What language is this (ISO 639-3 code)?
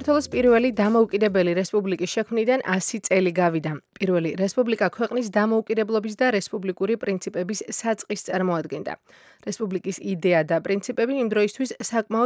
kat